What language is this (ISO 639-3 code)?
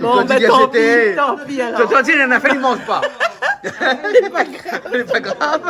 rcf